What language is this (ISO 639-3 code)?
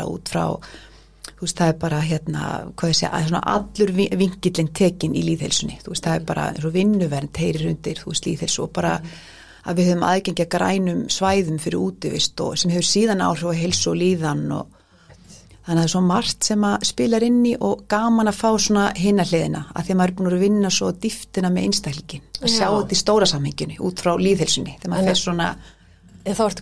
isl